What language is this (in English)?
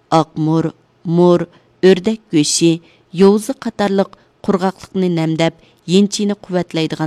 Uyghur